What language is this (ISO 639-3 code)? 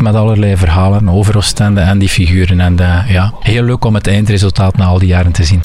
nld